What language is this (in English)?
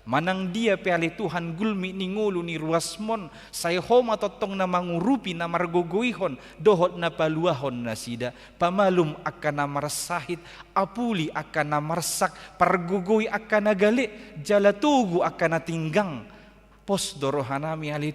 Batak Toba